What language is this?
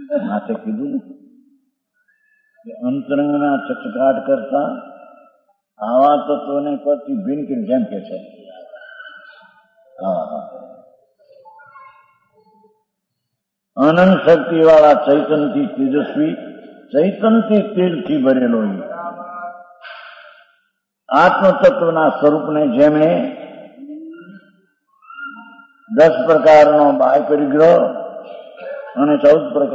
Gujarati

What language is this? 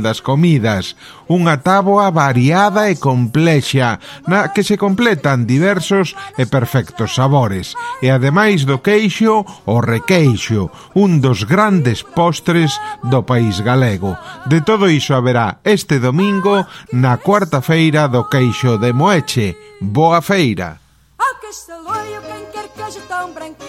Galician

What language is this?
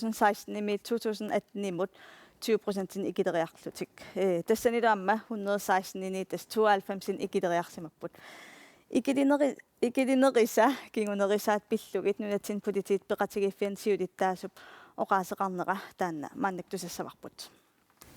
Kalaallisut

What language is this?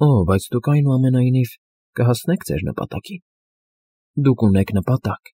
Armenian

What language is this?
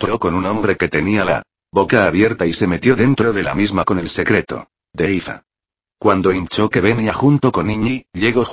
Spanish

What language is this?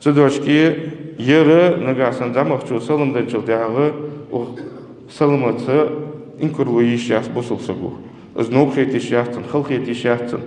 Ingush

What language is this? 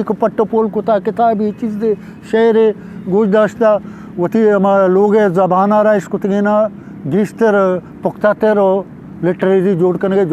Eastern Balochi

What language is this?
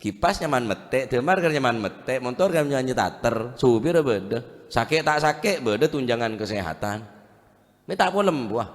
Madurese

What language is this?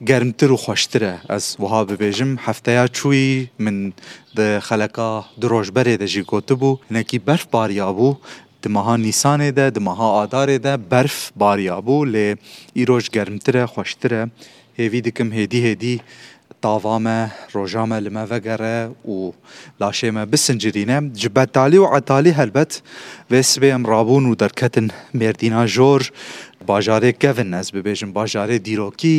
Kurdish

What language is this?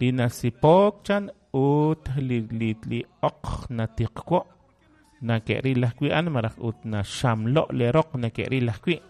Kekchí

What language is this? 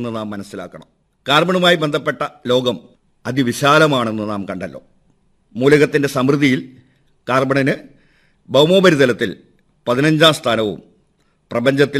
Malayalam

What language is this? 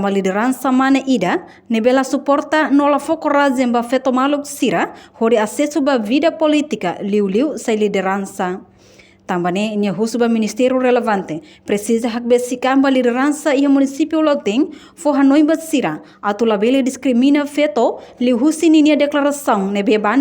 Tetum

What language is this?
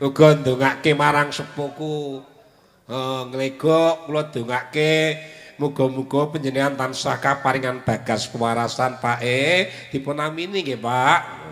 Javanese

